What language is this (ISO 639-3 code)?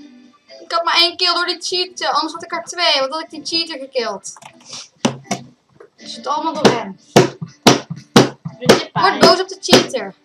nld